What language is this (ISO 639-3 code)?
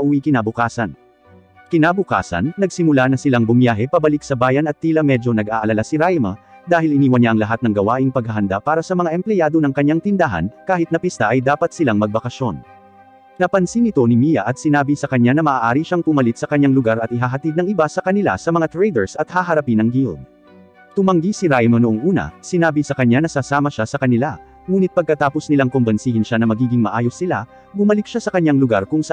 fil